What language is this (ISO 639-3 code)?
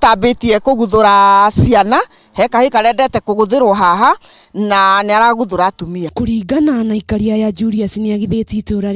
kik